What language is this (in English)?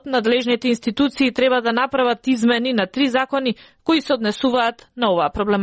Macedonian